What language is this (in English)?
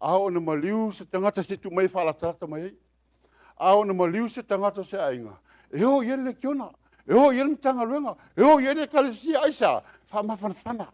Samoan